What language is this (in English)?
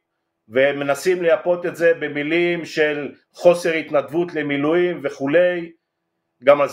Hebrew